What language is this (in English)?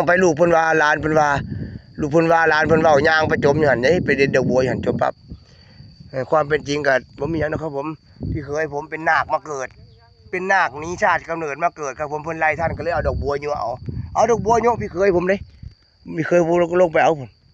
Northeastern Thai